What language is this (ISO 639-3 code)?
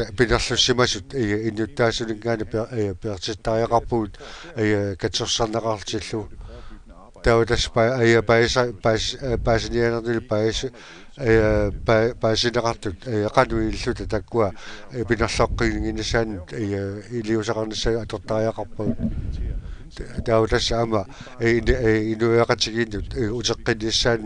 kal